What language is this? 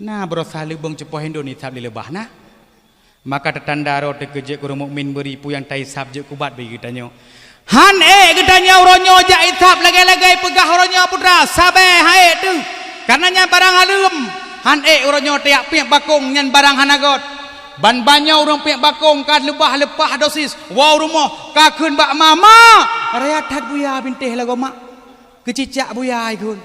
Achinese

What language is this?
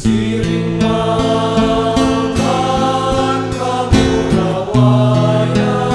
Bikol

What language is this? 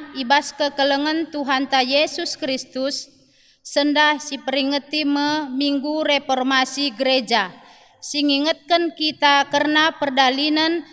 Batak Karo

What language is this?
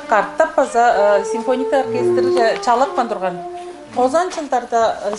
Tuvinian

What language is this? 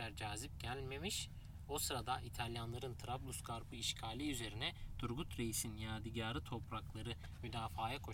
Turkish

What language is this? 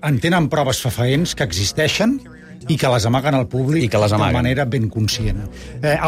Catalan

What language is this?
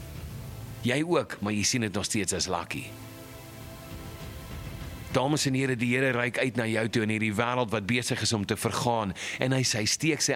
Afrikaans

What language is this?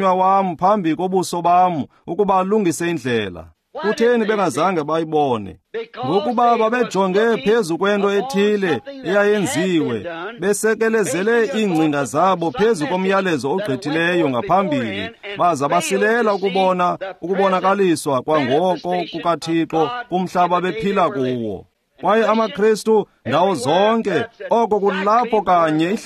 Xhosa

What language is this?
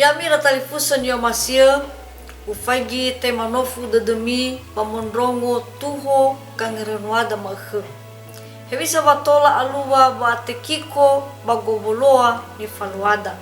Nias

